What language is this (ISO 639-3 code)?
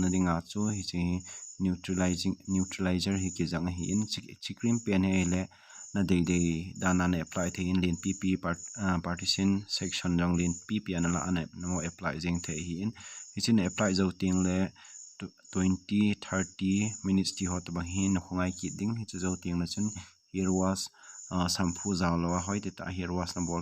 tcz